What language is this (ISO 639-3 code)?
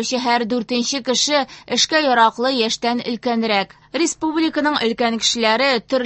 tat